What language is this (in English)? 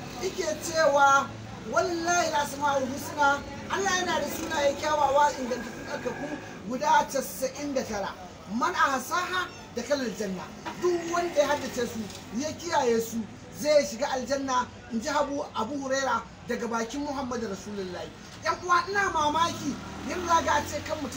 Hausa